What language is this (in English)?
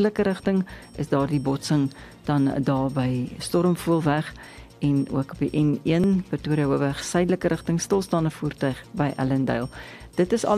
Afrikaans